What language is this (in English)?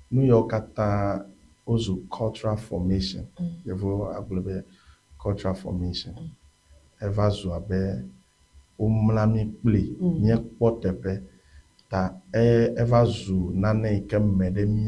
Ewe